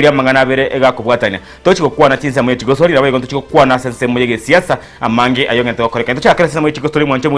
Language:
Gusii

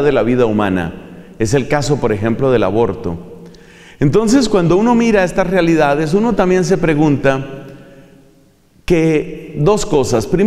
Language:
Spanish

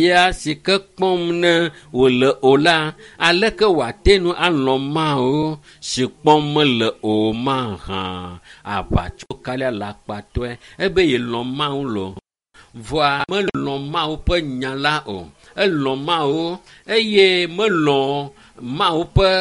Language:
Ewe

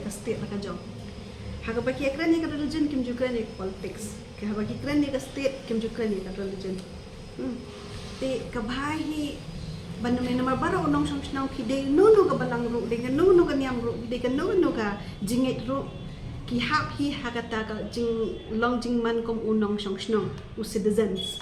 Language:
Khasi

